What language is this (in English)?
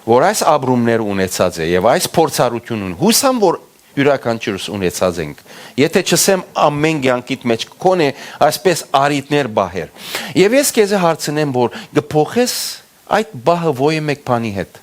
Western Armenian